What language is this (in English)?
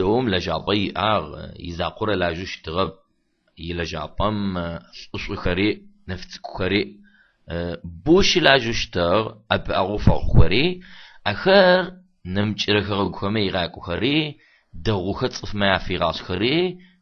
Adyghe